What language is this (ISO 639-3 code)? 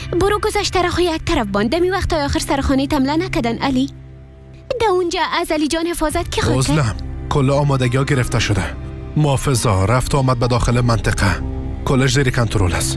fas